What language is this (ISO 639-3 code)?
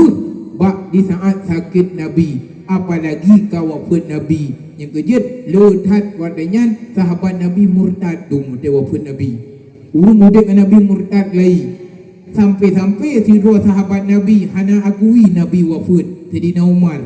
ace